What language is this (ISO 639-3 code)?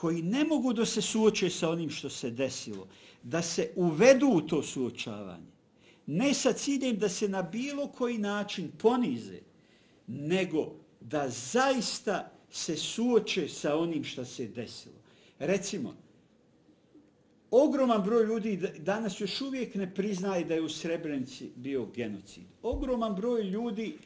bos